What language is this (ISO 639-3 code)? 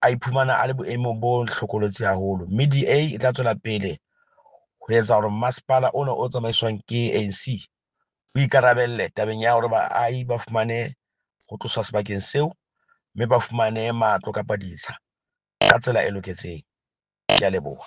sot